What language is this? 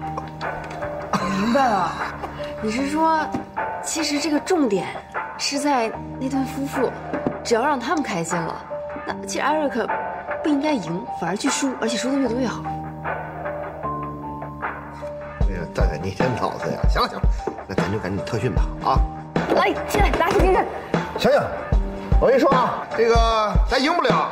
Chinese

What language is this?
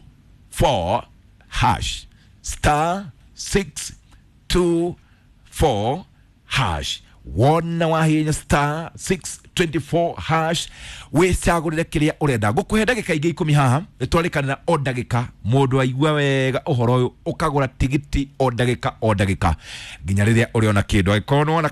Kikuyu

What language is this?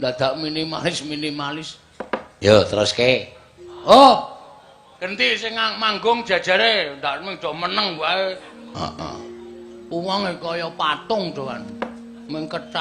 Javanese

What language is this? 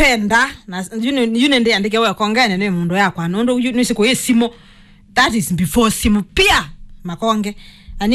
Kamba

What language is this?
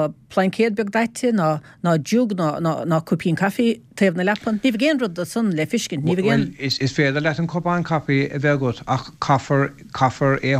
Irish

